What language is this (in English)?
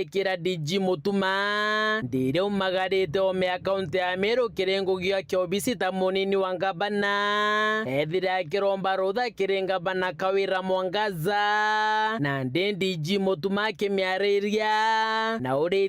Meru